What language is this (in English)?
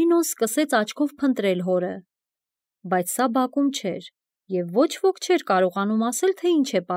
Armenian